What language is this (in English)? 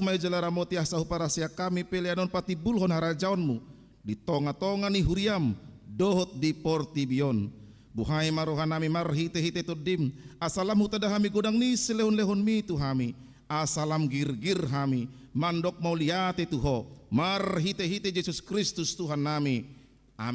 Batak Toba